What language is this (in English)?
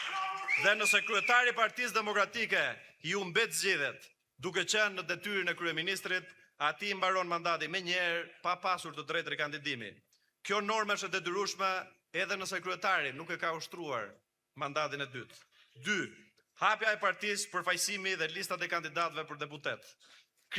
Albanian